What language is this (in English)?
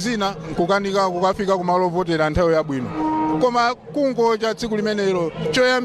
Nyanja